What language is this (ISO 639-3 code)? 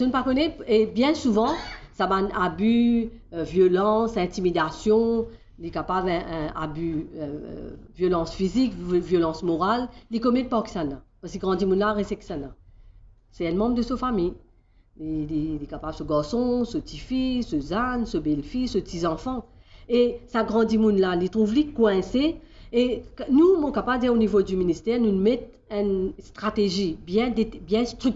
mfe